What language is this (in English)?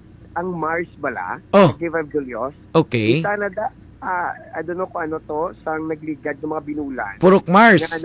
Hiligaynon